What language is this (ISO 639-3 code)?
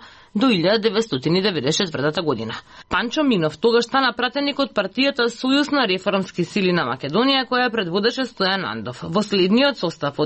mkd